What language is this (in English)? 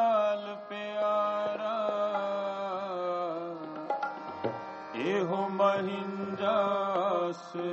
Punjabi